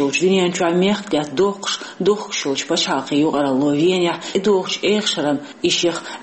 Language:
Chechen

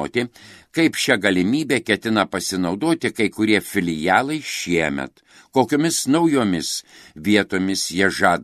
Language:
Lithuanian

